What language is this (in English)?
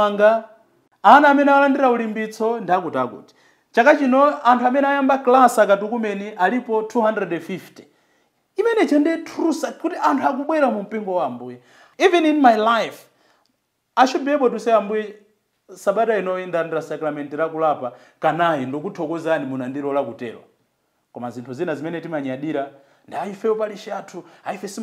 Nyanja